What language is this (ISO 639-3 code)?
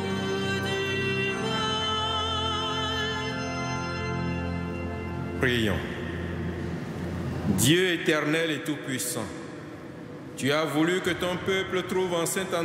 fra